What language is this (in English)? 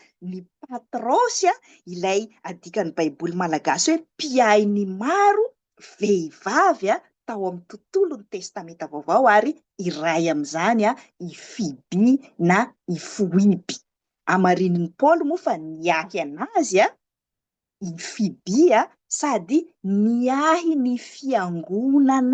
Malagasy